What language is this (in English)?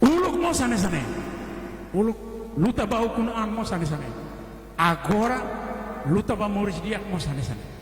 Tetum